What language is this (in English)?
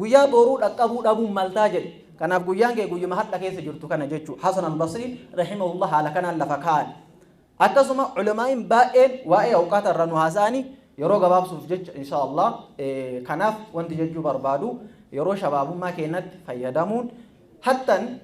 Oromo